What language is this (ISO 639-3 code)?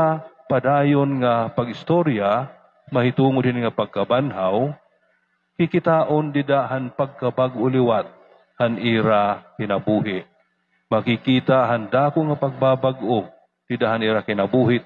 war